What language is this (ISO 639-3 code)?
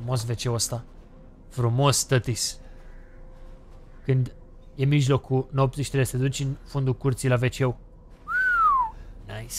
ron